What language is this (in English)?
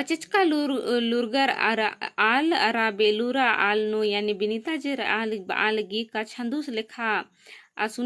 Kurukh